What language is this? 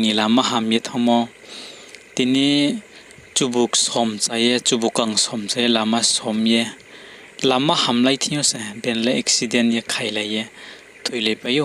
Riang (India)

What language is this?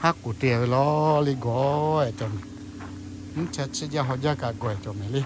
Lahu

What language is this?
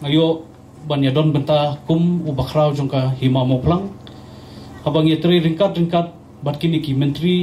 Khasi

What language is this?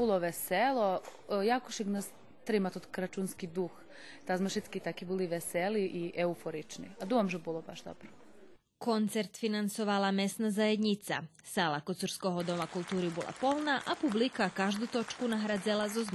Rusyn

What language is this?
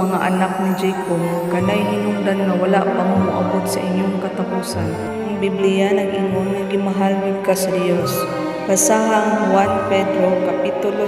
Cebuano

